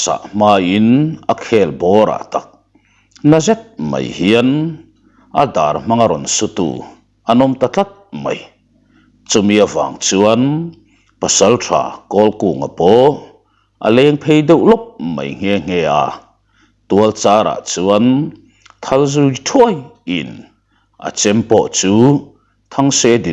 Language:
Mizo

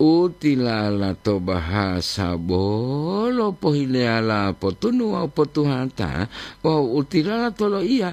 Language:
Gorontalo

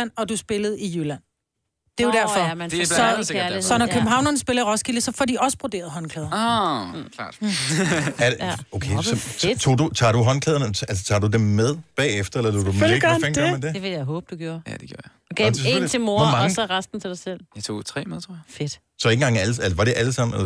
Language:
Danish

